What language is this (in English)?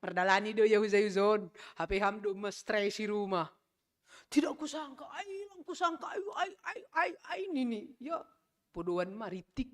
Batak Simalungun